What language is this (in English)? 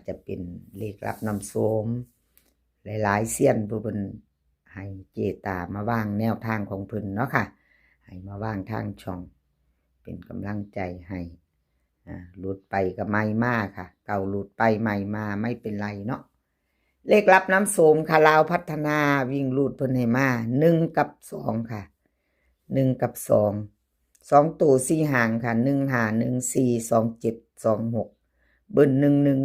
Northeastern Thai